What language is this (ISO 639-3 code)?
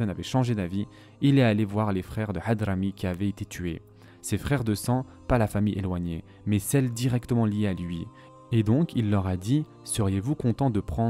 fra